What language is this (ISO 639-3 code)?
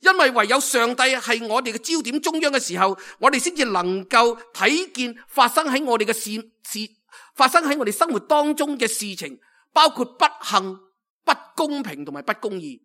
yue